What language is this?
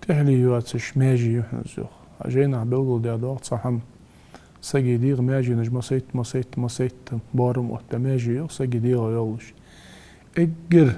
Ingush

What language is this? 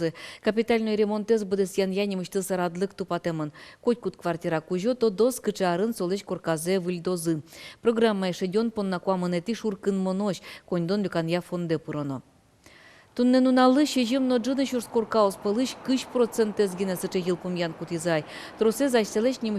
Udmurt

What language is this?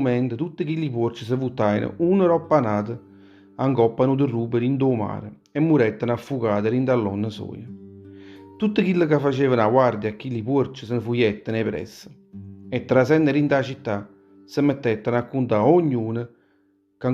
Neapolitan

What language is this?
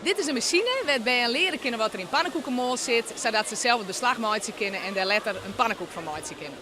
Western Frisian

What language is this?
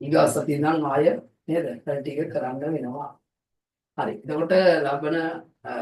Sinhala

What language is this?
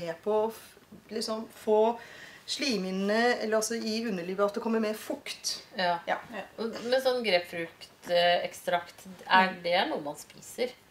Norwegian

